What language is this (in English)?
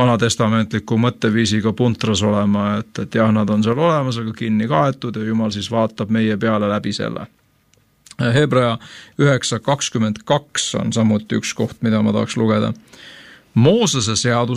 Estonian